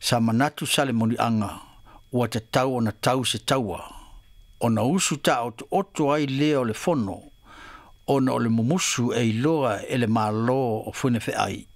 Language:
Samoan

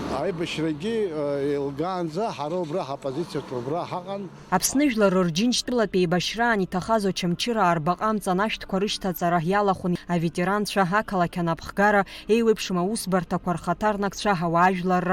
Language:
Abkhazian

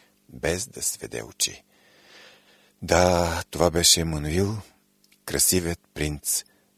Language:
Bulgarian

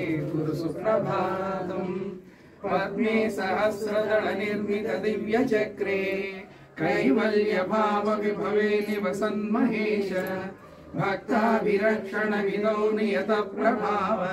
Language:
Sanskrit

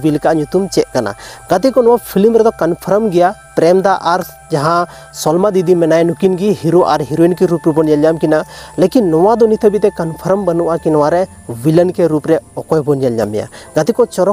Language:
Santali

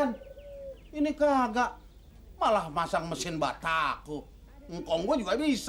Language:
Betawi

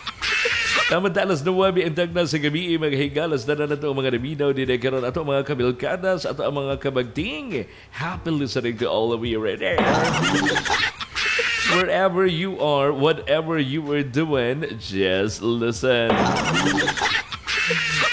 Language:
Cebuano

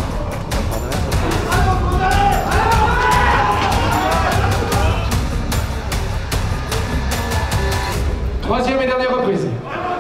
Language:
French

